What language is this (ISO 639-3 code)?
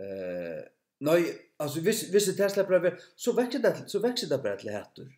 fao